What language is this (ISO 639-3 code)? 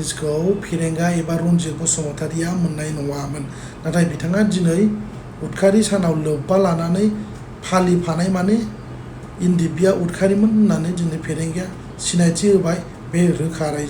brx